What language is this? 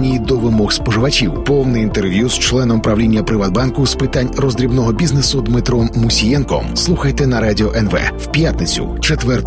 Ukrainian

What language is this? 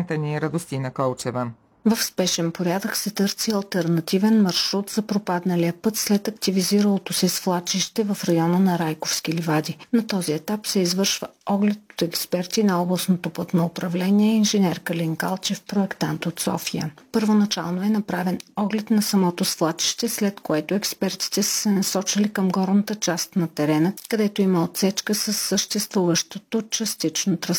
Bulgarian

